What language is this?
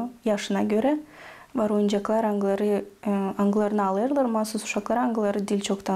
Gagauz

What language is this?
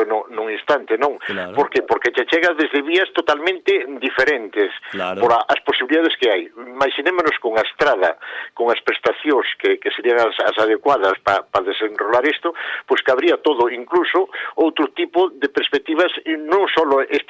Galician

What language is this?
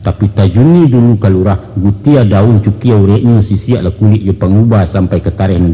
Minangkabau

